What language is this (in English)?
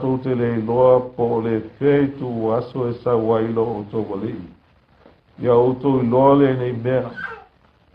Samoan